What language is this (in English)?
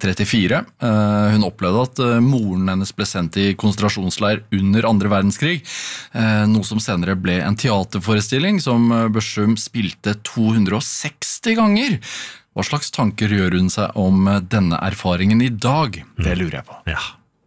Norwegian